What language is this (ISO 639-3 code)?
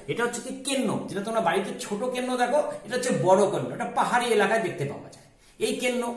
ben